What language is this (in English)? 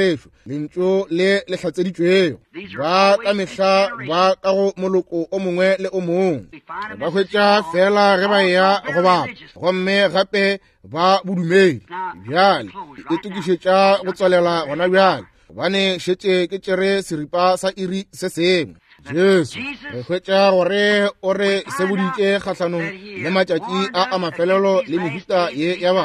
Northern Sotho